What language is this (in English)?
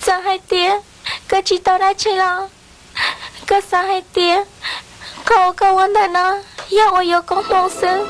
Hmong